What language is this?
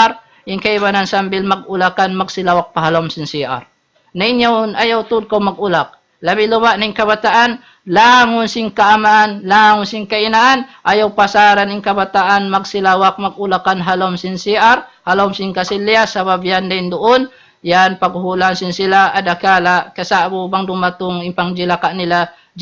Tausug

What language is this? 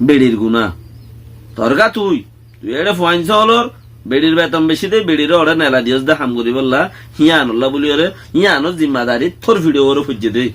Rohingya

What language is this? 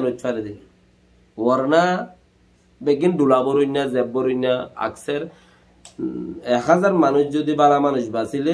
Rohingya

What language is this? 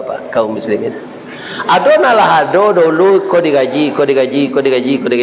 Minangkabau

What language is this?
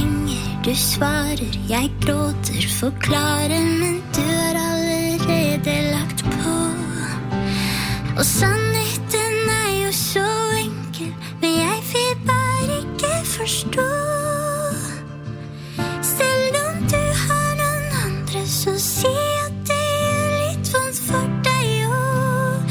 Norwegian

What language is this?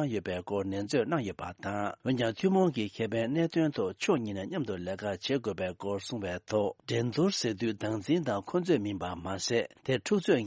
Tibetan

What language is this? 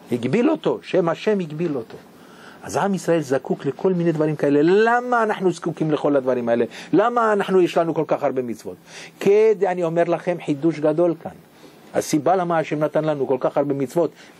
Hebrew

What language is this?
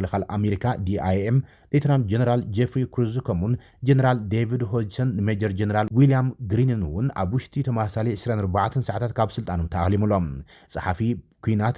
Tigrinya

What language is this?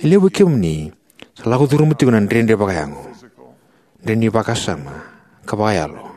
Fijian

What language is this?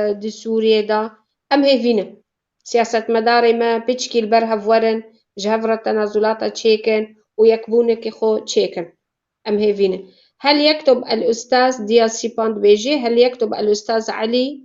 Kurdish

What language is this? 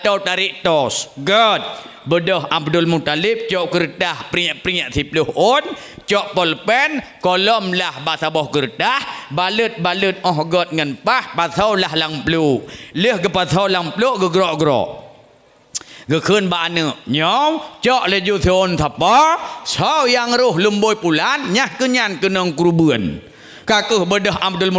Achinese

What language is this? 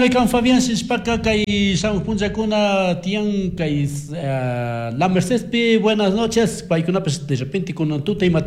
Chimborazo Highland Quichua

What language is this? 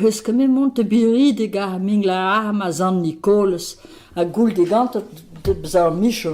Breton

